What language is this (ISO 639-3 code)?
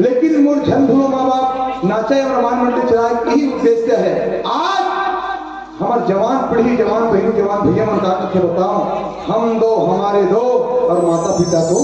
hne